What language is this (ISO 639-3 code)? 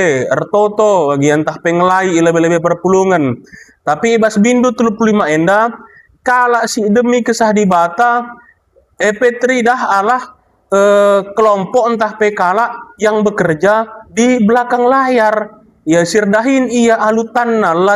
btx